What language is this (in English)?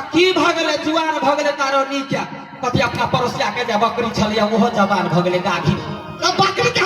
Maithili